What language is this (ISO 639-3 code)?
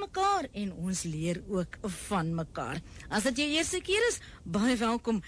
afr